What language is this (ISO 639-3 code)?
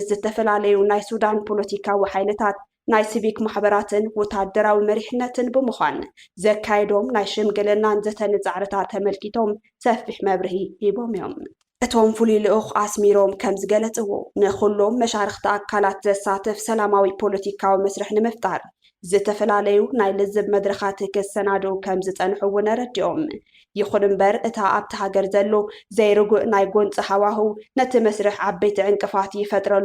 tir